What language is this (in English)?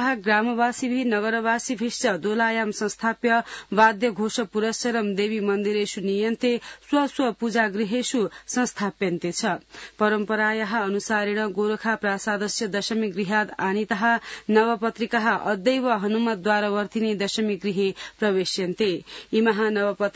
Sanskrit